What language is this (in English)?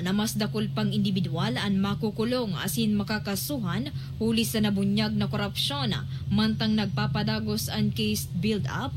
Bikol